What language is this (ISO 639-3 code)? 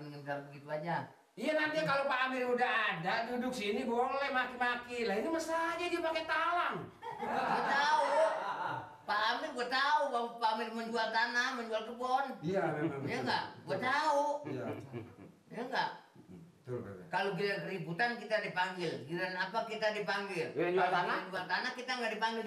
bew